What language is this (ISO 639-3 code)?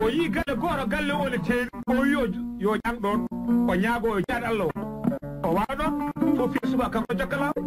ful